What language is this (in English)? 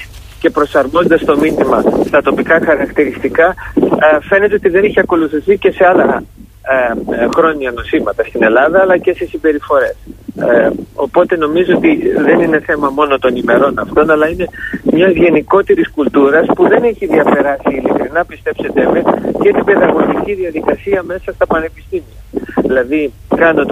Greek